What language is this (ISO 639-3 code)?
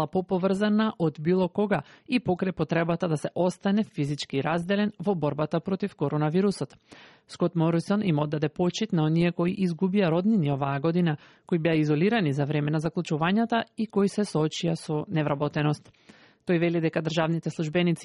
mkd